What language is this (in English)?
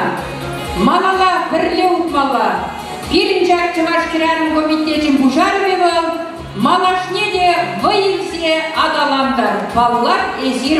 Chuvash